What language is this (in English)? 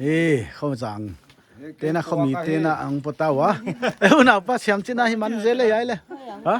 Paite Chin